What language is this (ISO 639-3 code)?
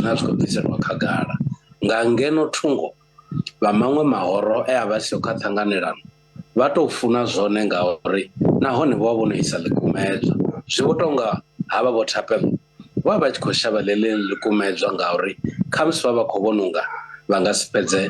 ven